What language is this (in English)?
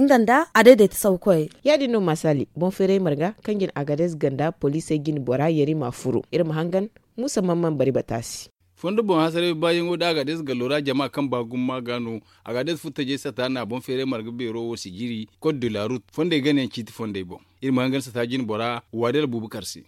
Zarma